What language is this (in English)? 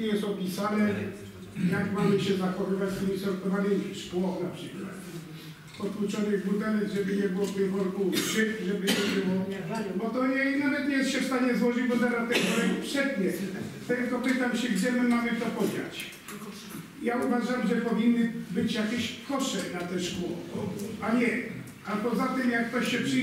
Polish